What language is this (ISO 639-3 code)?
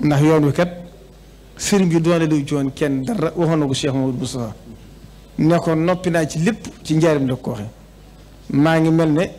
wol